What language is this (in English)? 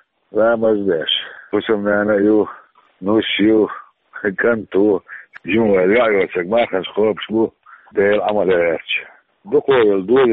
Chechen